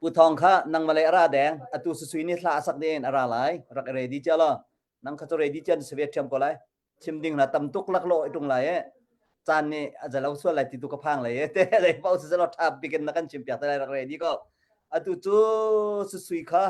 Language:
Hakha Chin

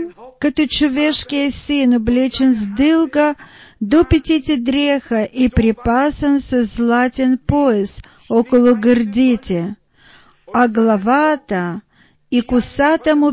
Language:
Bulgarian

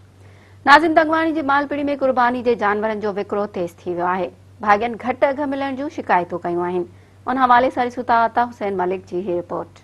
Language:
Sindhi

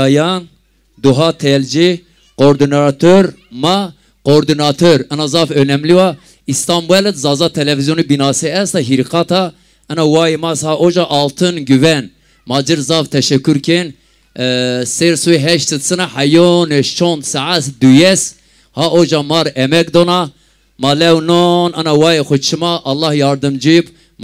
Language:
Zaza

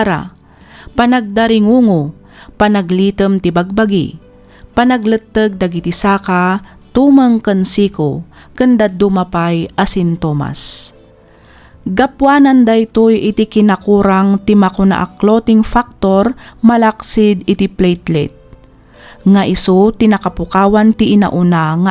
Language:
Iloko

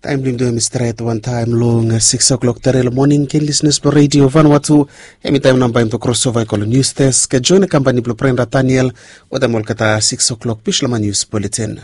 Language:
Bislama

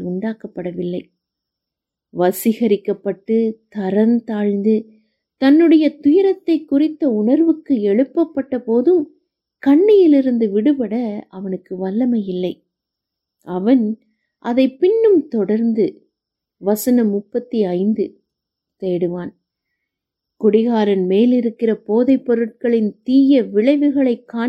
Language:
Tamil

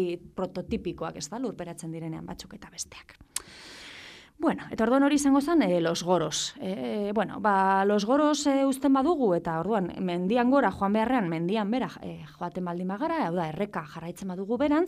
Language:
Basque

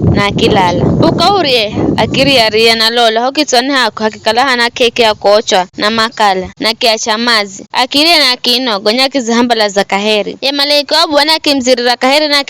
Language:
Giryama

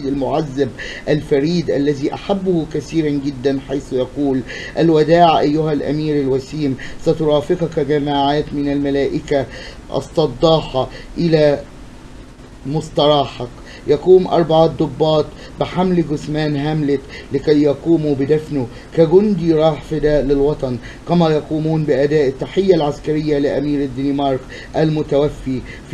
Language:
Arabic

